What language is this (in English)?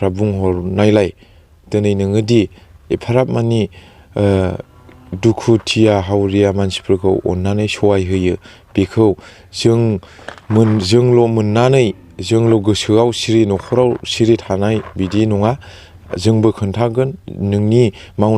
Bodo